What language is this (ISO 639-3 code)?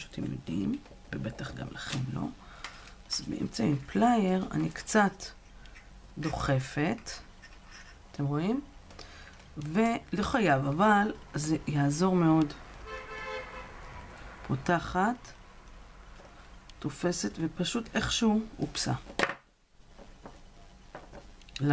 heb